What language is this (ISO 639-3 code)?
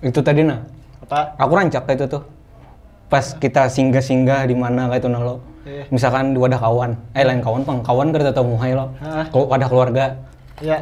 bjn